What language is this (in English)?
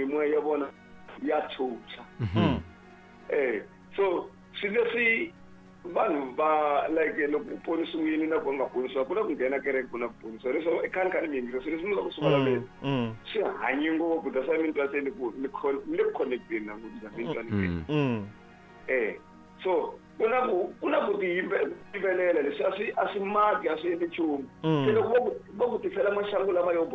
Tsonga